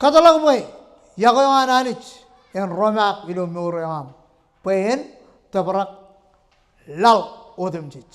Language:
Marshallese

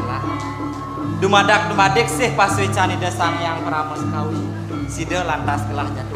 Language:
Balinese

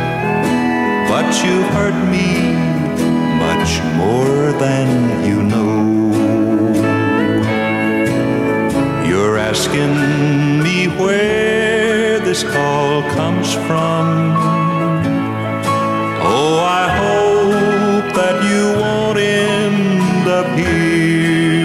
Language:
English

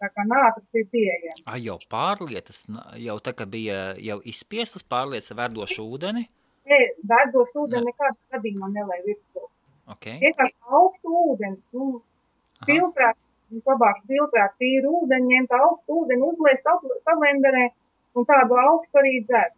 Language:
Latvian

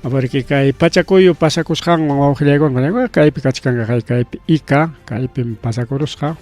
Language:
Ayacucho Quechua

